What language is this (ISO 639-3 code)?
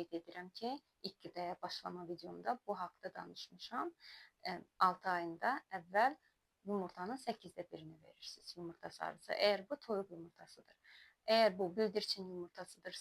aze